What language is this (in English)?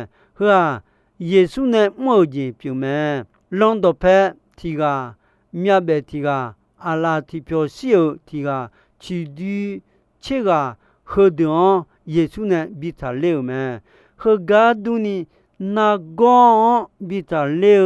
Akha